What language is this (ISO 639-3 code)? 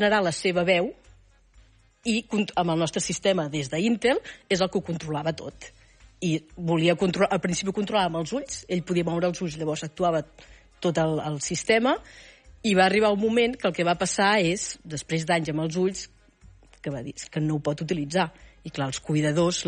cat